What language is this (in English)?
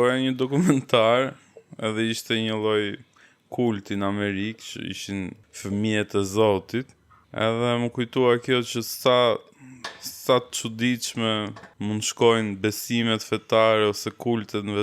Albanian